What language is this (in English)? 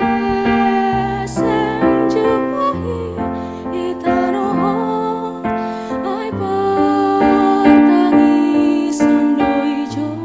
Batak Simalungun